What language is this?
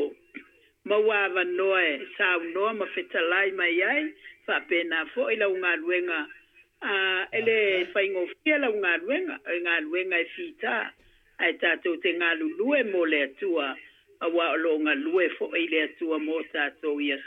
Samoan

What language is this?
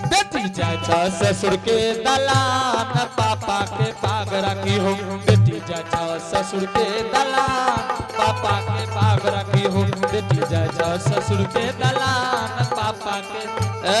Angika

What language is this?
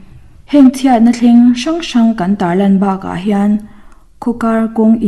Mizo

